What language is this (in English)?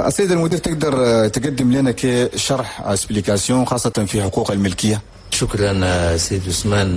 Chadian Arabic